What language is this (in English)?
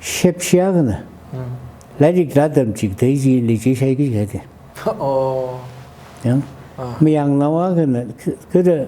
Tangkhul Naga (India)